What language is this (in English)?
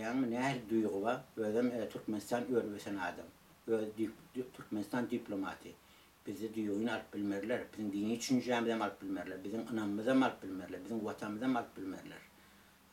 Turkmen